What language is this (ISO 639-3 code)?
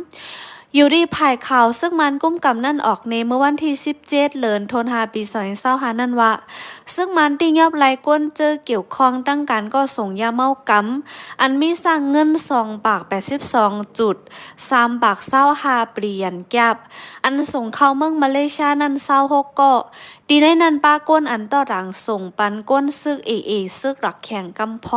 shn